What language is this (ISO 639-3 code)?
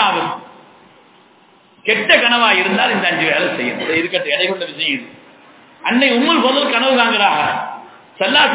tam